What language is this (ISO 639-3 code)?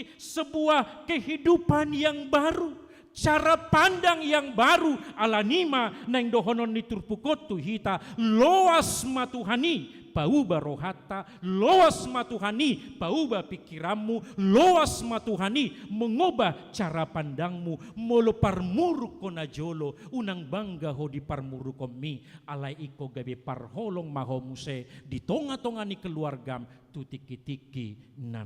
bbc